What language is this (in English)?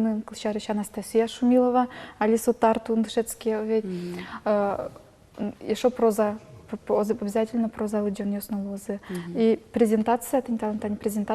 Udmurt